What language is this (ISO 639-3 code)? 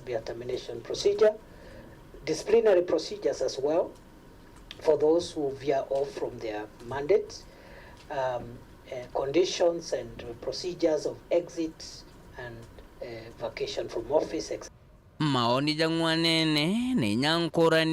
mer